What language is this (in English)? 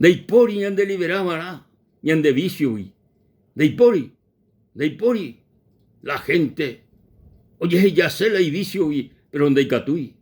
Guarani